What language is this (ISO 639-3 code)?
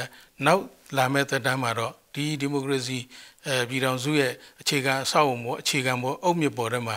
mya